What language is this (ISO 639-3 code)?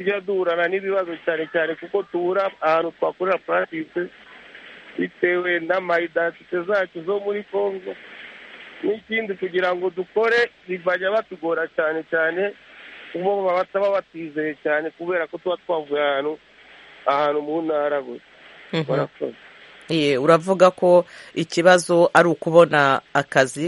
kin